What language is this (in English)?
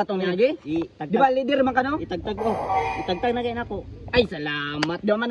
Cebuano